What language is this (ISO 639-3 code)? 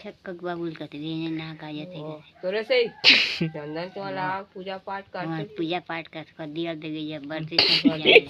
hne